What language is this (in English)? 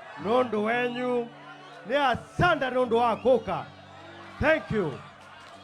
Kamba